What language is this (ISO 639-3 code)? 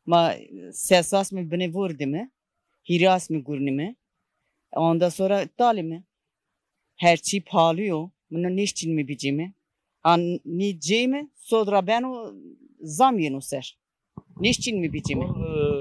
zza